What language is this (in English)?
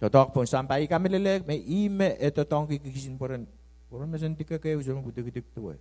Pohnpeian